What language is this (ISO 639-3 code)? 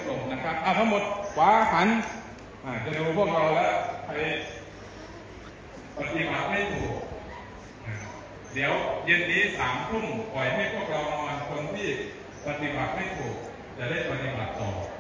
tha